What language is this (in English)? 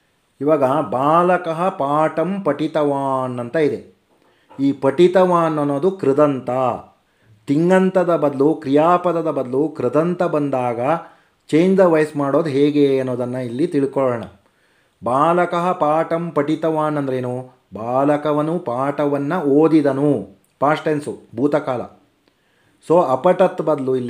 Kannada